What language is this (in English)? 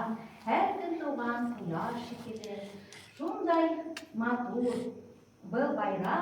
Bashkir